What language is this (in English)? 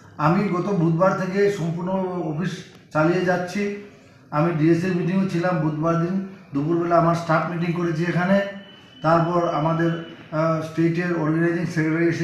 Bangla